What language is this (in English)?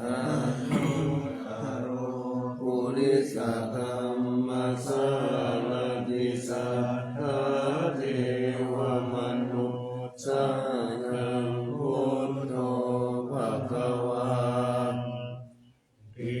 Pali